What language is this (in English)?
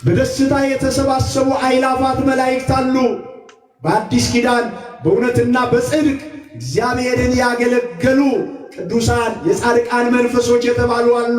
Amharic